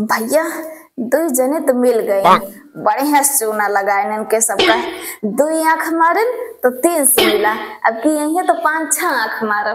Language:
Awadhi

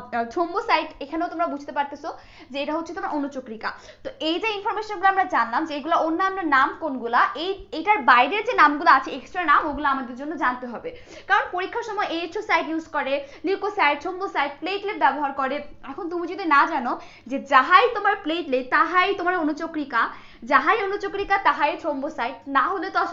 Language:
Bangla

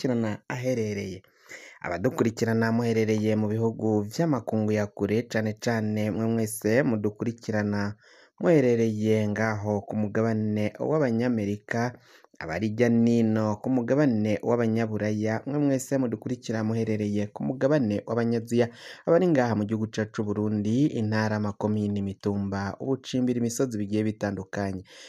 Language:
Rundi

